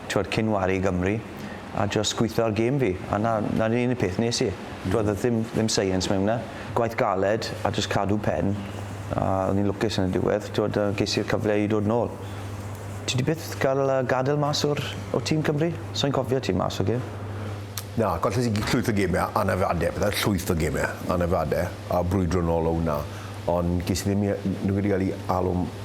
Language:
Welsh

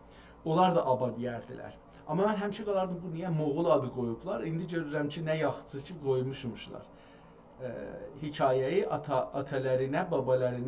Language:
South Azerbaijani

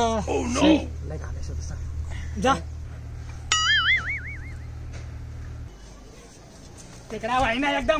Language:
Marathi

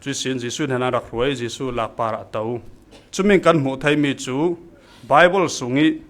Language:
Falam Chin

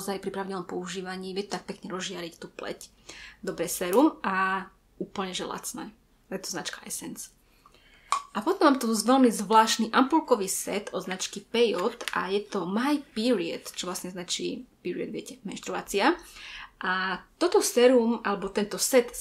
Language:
Slovak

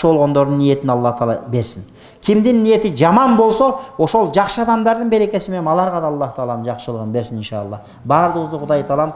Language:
Kyrgyz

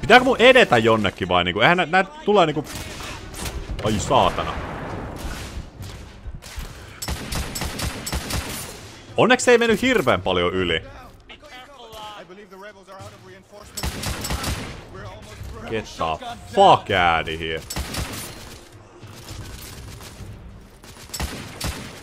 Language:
Finnish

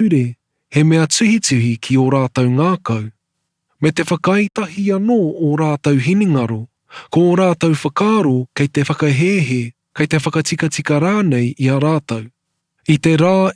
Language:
Māori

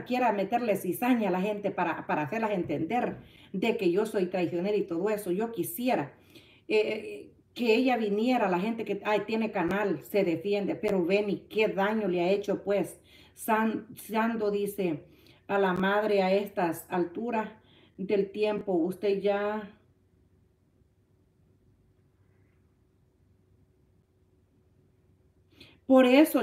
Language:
Spanish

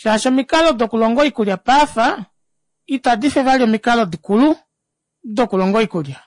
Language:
Kuanyama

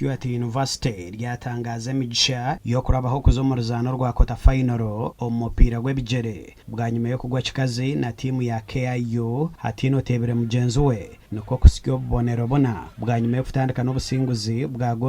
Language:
Nyankole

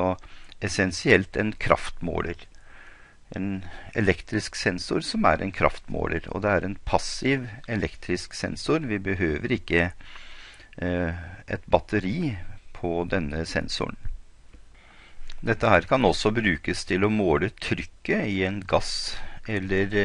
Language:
Norwegian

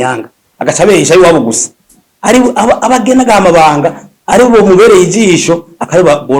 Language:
Rundi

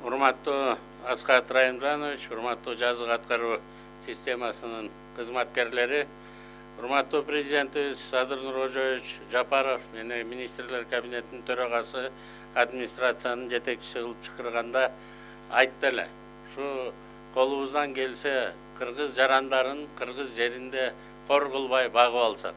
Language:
Kyrgyz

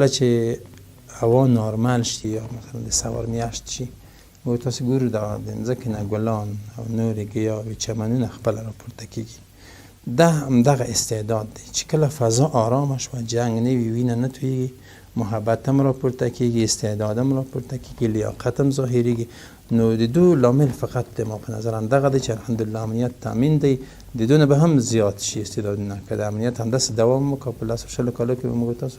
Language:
Pashto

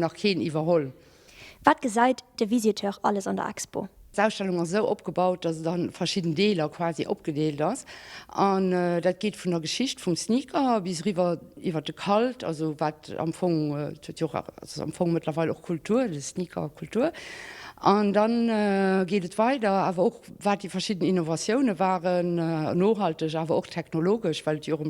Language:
Luxembourgish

